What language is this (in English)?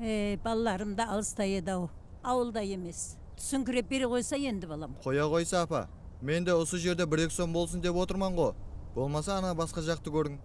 Kara-Kalpak